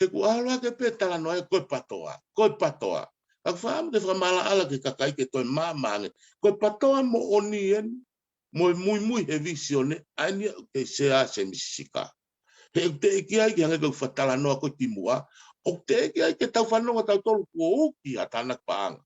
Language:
Tongan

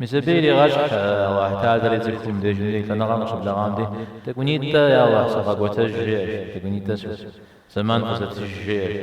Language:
Kabardian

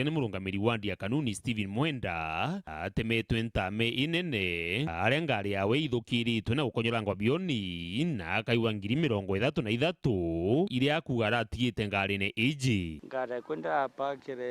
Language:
Meru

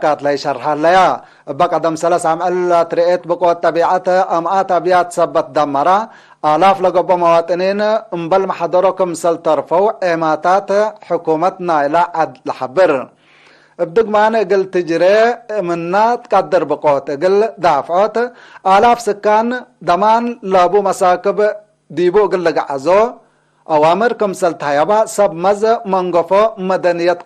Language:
Tigre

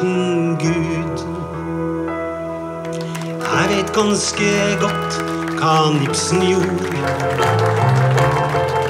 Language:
Norwegian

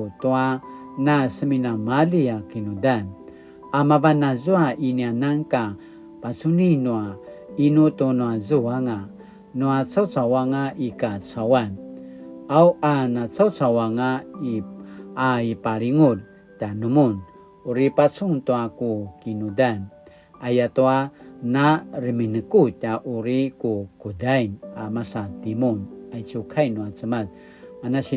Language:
Paiwan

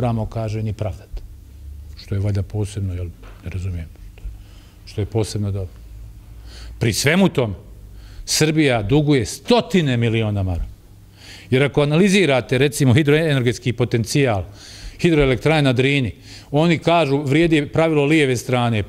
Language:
Bosnian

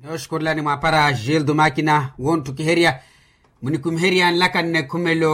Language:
Makhuwa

